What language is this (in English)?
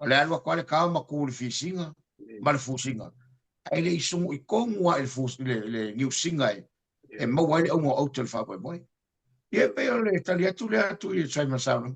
Samoan